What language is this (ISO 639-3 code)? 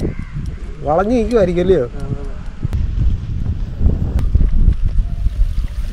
mal